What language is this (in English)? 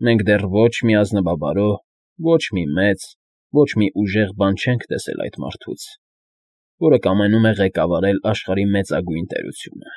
Armenian